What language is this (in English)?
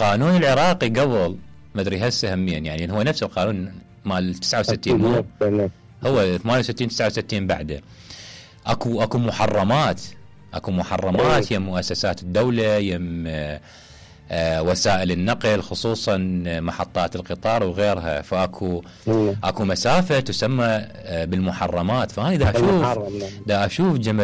Mesopotamian Arabic